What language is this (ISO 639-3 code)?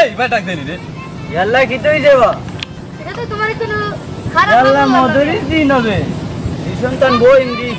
syl